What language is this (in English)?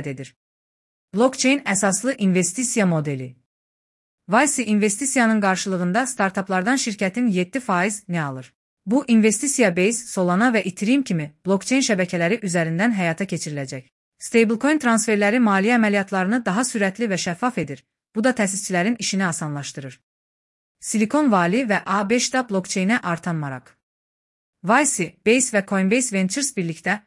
Azerbaijani